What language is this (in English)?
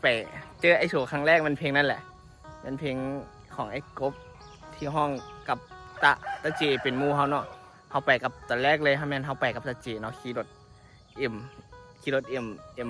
Northeastern Thai